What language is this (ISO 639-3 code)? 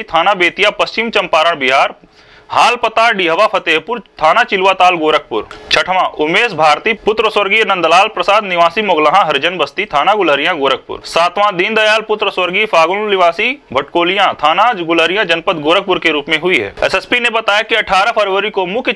hin